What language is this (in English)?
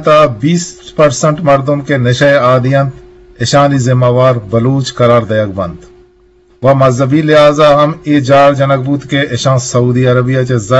Eastern Balochi